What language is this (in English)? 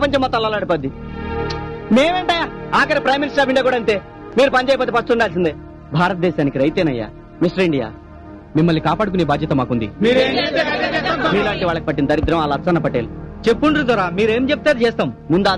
Telugu